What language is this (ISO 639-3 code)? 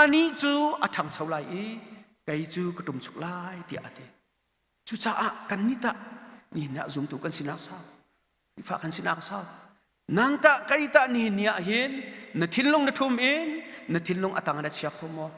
cnh